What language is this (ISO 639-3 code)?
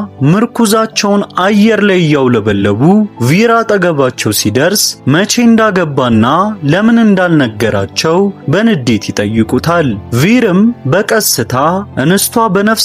amh